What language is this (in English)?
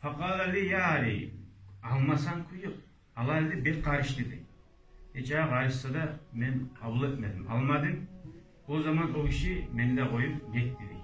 Kumyk